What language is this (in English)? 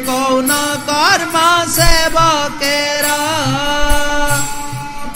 Odia